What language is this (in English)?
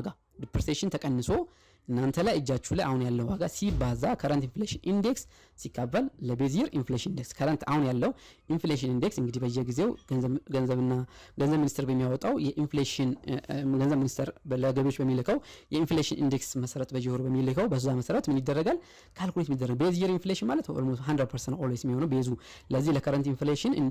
Amharic